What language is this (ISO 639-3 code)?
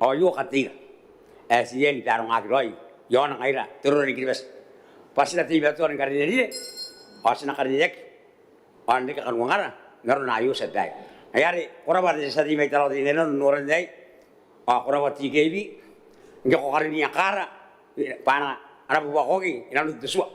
gil